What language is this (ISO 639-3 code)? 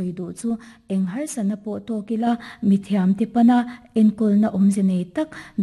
lus